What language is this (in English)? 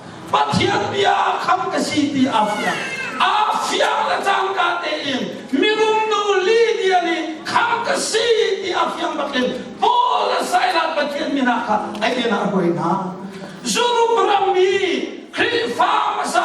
Hakha Chin